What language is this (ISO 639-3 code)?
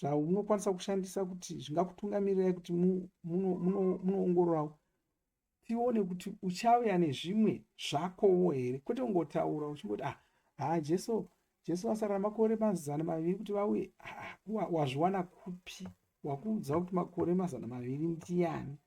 sna